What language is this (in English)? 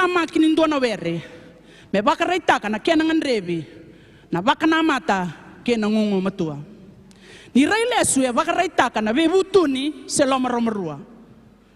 Fijian